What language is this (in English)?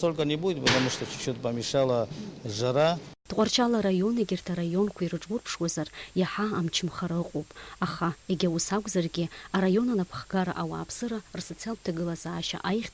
Abkhazian